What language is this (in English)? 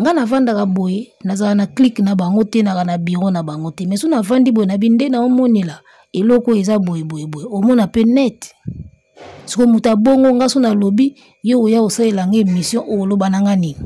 Lingala